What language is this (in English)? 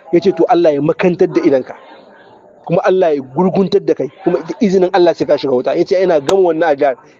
Hausa